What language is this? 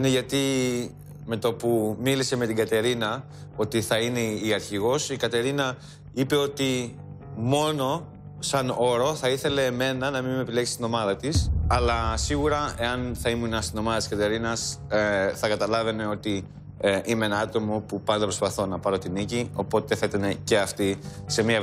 Greek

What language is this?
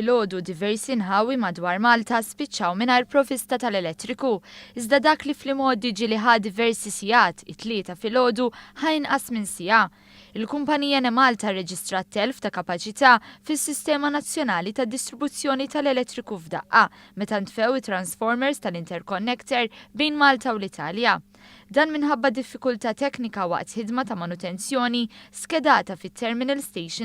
Maltese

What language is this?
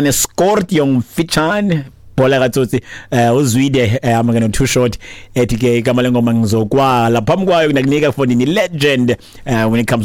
Xhosa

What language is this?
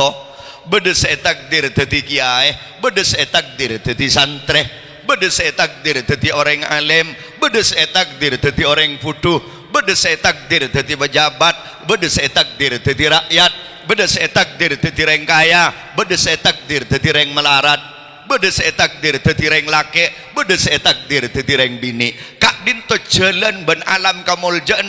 Madurese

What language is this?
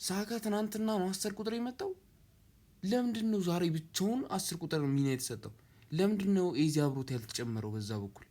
Amharic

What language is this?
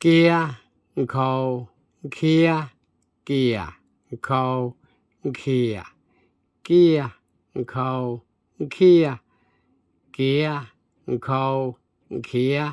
Hmong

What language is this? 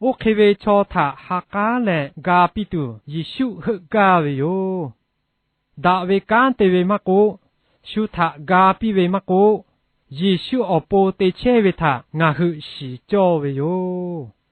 Lahu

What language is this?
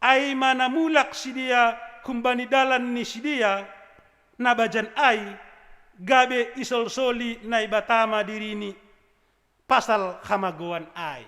Batak Simalungun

